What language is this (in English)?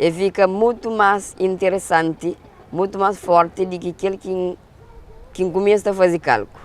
Kabuverdianu